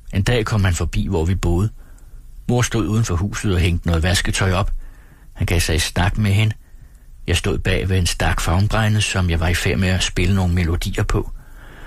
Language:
Danish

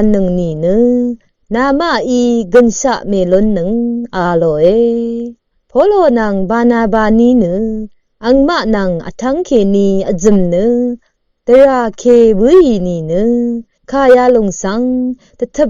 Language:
Rawang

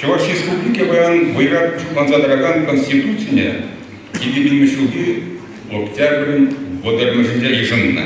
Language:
Chuvash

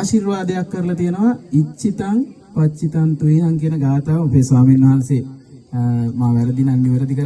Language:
Sinhala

